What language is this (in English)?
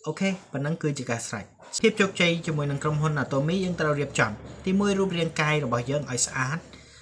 Khmer